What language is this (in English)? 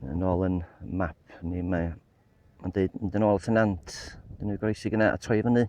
Welsh